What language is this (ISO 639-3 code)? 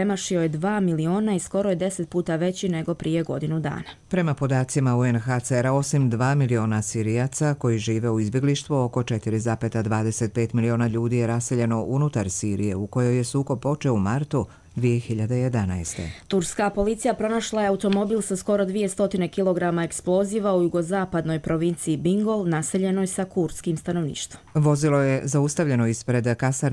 hrv